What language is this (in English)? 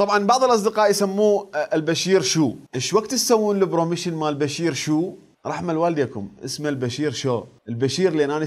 Mesopotamian Arabic